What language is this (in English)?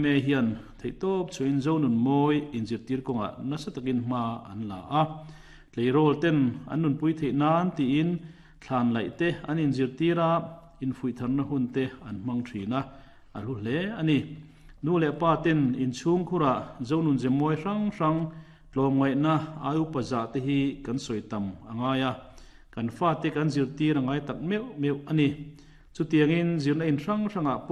Mizo